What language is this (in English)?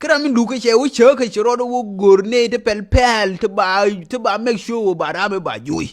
Nuer